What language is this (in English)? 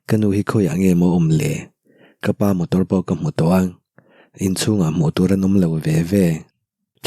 Mizo